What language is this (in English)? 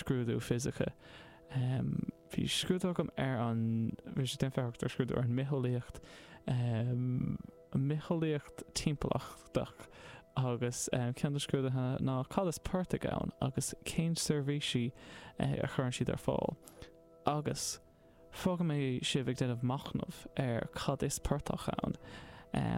Irish